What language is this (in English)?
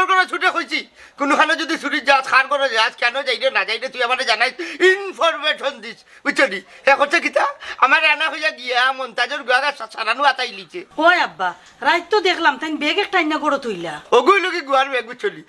Sylheti